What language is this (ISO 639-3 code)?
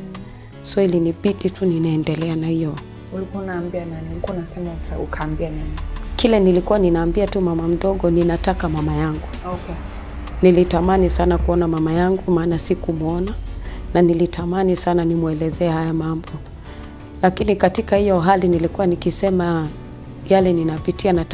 swa